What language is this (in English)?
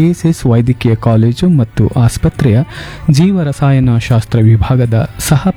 Kannada